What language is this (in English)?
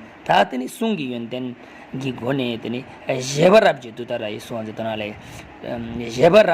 Tibetan